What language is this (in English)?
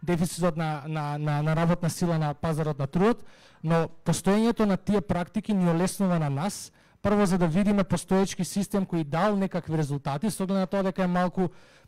Macedonian